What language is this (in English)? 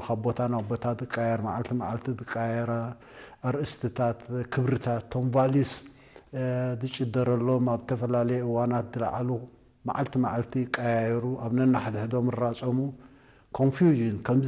Tigrinya